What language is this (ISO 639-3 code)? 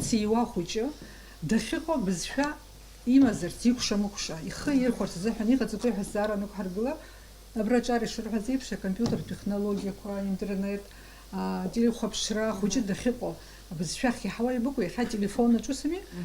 abk